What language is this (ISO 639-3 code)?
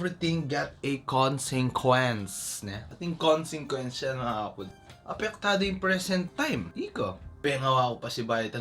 pam